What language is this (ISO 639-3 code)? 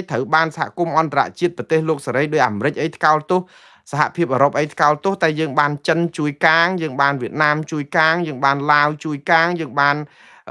khm